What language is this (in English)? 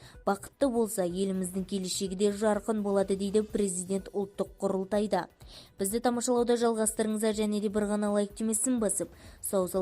Kazakh